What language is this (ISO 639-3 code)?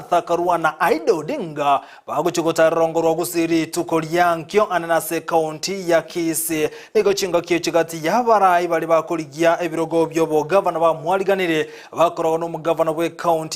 guz